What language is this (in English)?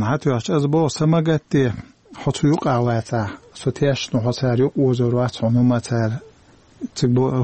Chechen